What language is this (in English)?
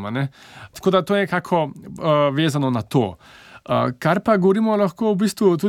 Slovenian